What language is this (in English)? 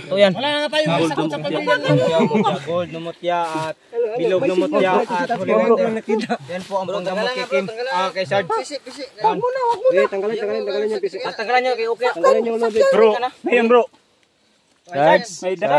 Filipino